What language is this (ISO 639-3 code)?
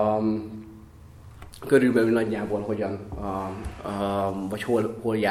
hun